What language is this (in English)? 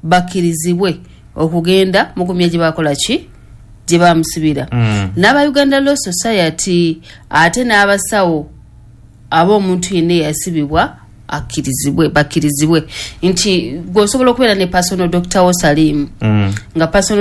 Ganda